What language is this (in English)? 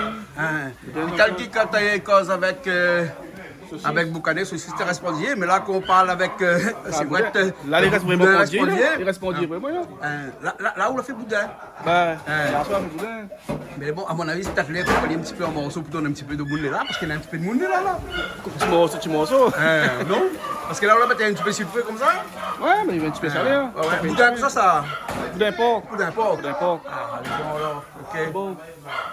Réunion Creole French